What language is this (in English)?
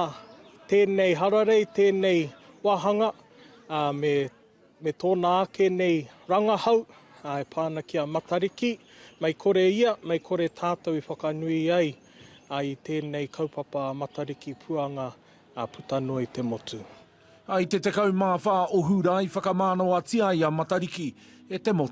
Māori